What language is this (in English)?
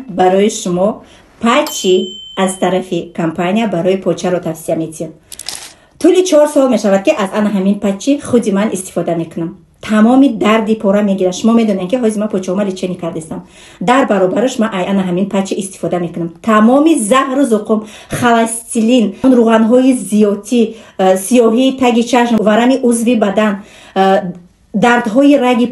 Tajik